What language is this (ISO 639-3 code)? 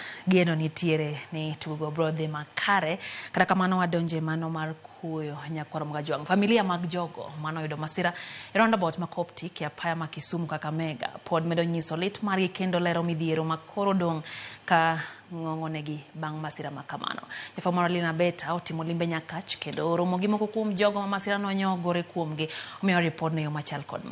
luo